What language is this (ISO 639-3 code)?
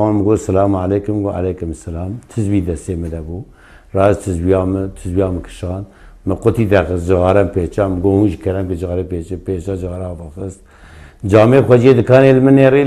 kur